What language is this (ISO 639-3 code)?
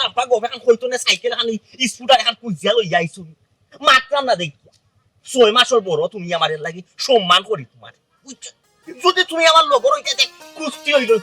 syl